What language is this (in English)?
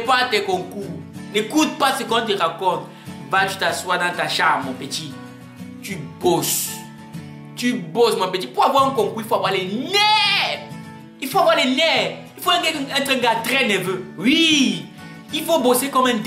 French